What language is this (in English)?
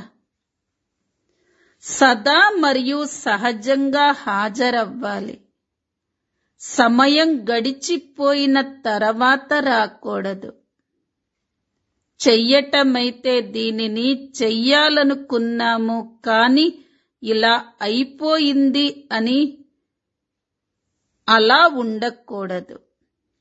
Telugu